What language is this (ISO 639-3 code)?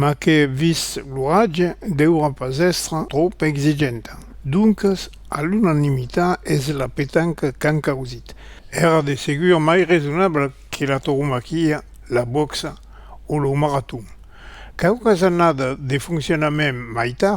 oci